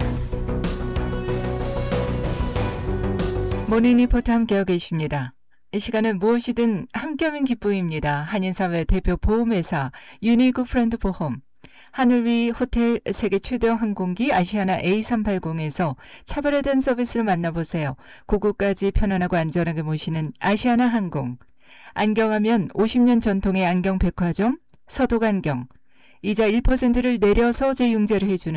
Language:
Korean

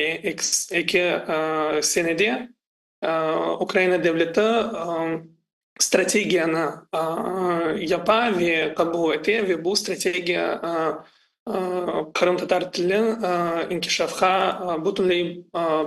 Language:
Crimean Tatar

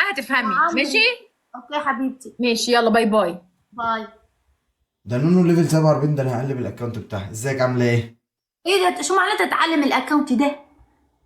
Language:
Egyptian Arabic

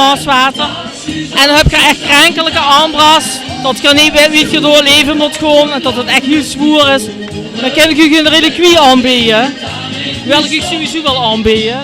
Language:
Limburgish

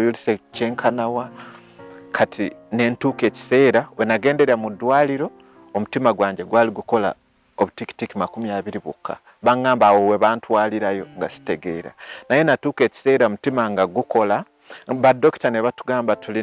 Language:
Ganda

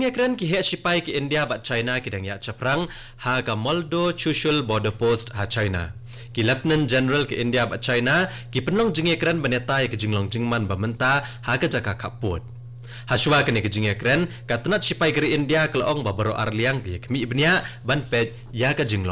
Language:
Khasi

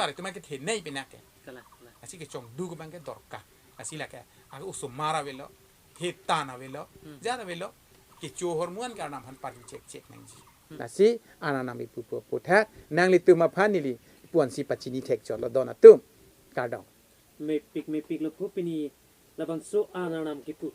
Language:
Karbi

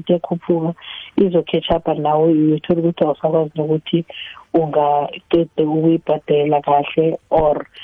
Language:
South Ndebele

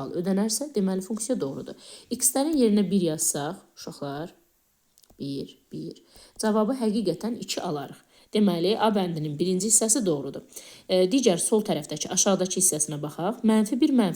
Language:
Azerbaijani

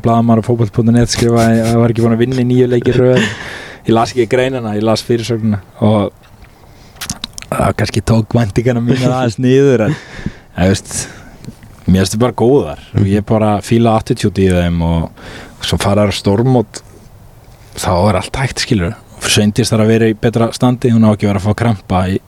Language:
Icelandic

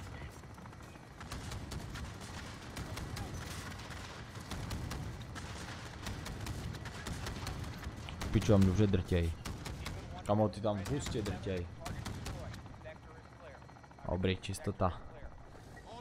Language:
Czech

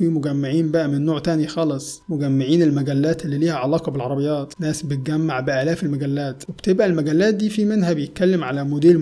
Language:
Egyptian Arabic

